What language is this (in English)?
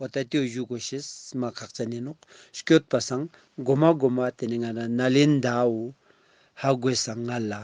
Ladakhi